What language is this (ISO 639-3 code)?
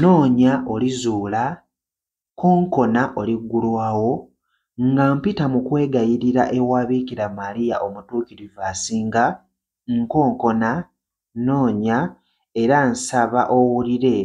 lug